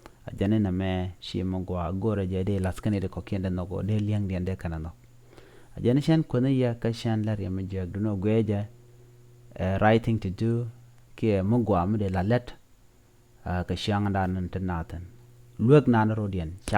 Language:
Nuer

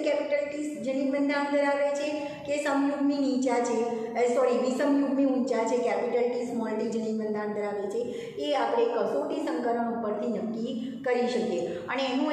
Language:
Gujarati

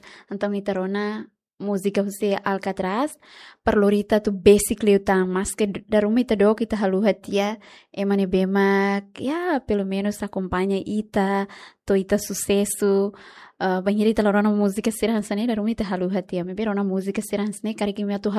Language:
Tetum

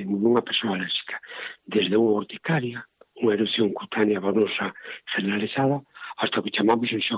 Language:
Galician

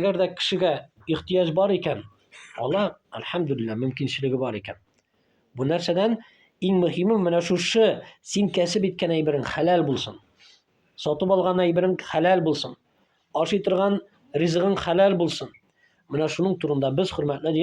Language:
Tatar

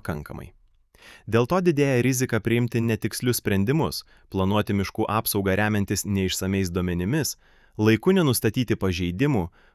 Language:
Lithuanian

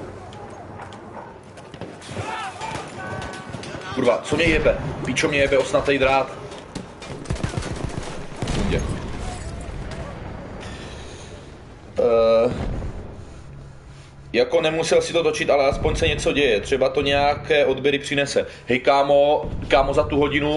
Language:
Czech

